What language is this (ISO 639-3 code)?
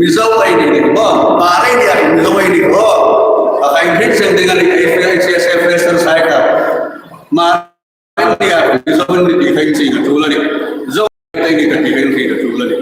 hmr